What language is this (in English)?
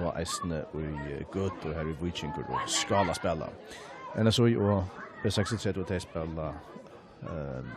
Faroese